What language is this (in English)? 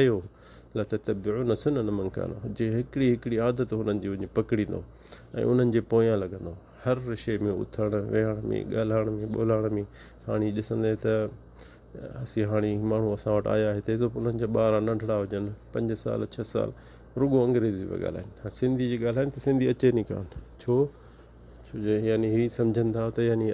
Sindhi